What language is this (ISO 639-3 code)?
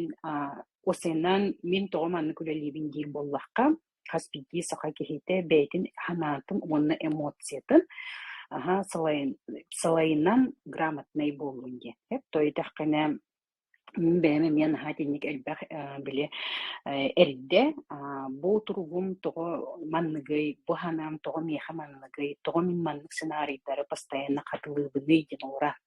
sah